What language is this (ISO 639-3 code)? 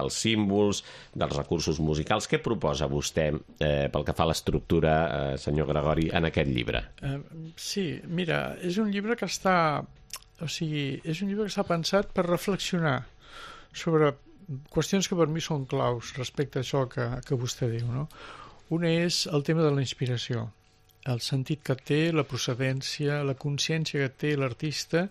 cat